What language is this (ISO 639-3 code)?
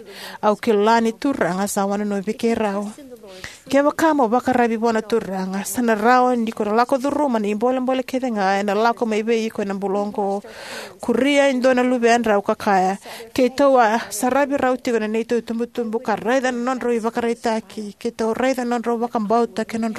fij